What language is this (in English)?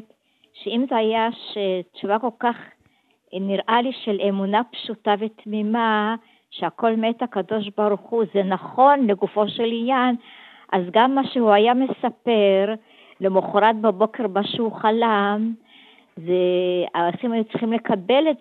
Hebrew